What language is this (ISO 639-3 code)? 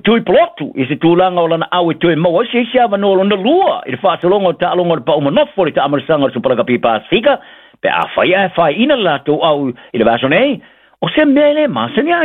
smo